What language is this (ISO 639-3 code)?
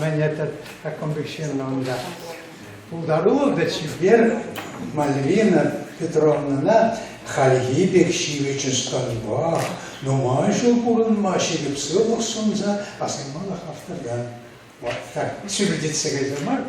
chv